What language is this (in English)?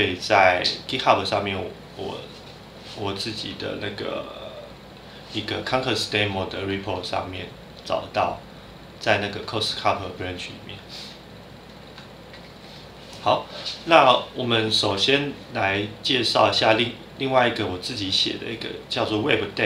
Chinese